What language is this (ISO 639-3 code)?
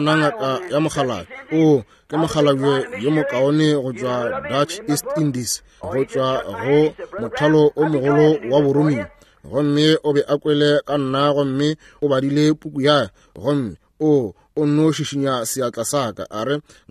nso